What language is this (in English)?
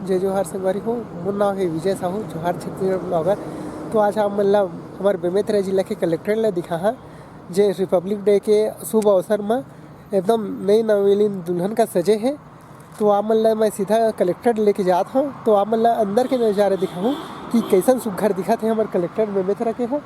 Chhattisgarhi